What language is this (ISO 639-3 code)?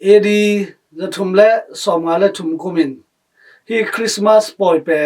ctd